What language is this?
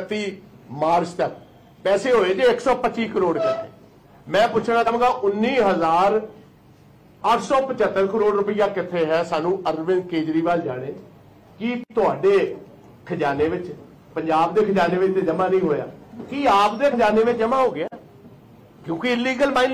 Punjabi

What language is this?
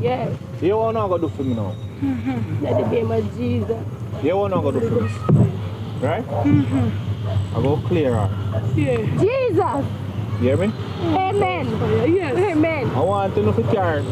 Jamaican Creole English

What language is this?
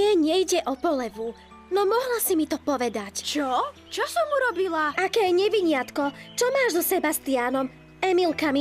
Slovak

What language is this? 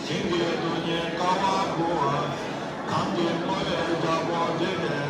Tibetan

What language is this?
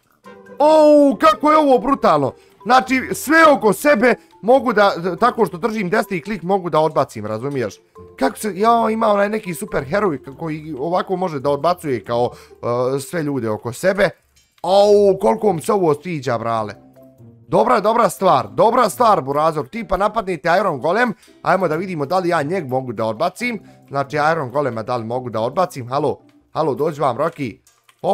Bosnian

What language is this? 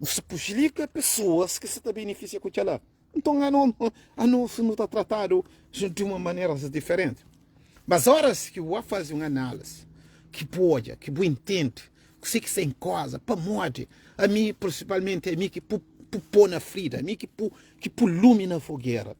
Kabuverdianu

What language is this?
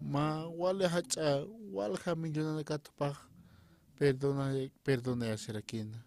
Aymara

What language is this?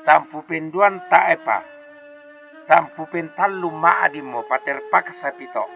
Toraja-Sa'dan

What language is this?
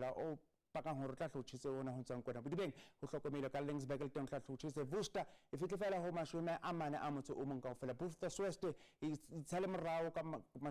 Southern Sotho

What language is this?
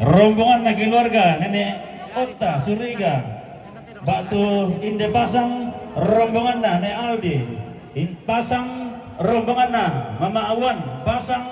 Toraja-Sa'dan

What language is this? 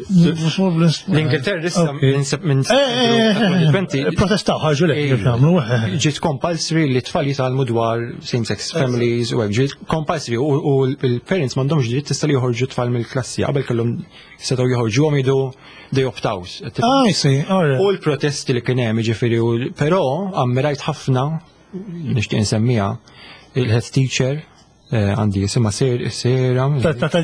Maltese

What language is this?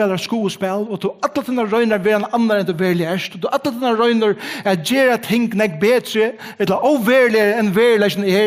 Faroese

